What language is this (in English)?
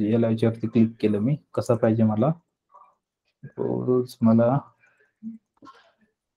Marathi